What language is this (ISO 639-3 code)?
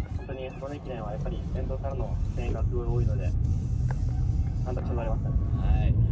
jpn